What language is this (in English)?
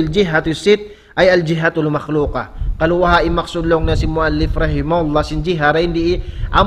Tausug